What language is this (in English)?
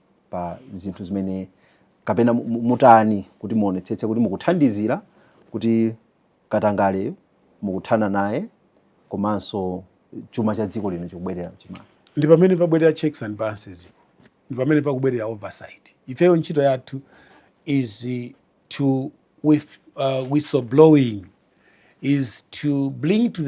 Nyanja